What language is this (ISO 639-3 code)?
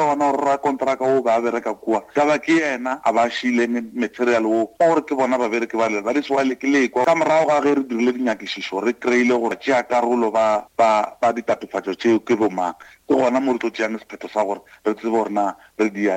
nso